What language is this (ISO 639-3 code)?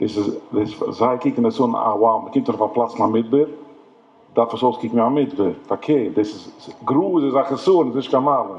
yid